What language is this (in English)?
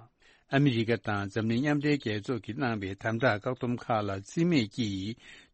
Tibetan